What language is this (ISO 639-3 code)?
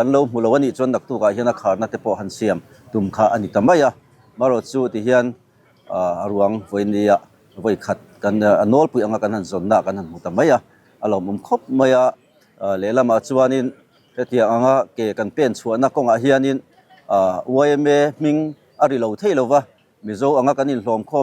lus